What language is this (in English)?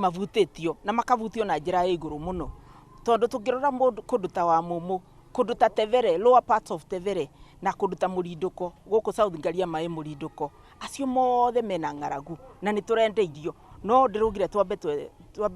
Kikuyu